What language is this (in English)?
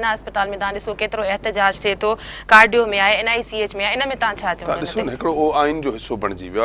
Sindhi